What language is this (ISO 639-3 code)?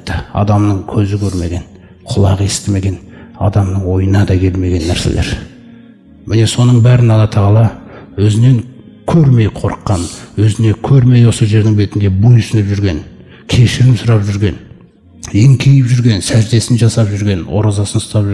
kaz